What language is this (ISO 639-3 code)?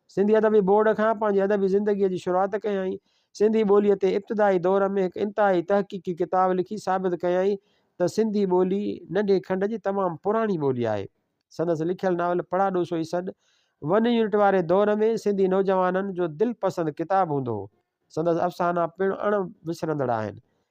snd